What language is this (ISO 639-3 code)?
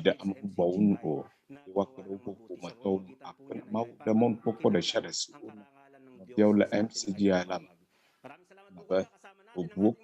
ewe